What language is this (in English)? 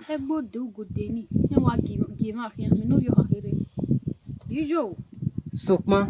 Bini